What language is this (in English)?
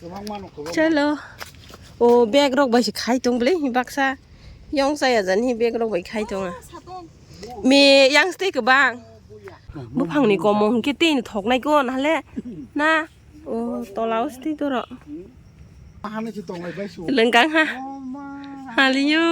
Kok Borok